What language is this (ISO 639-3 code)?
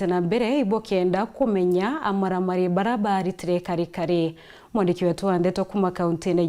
mer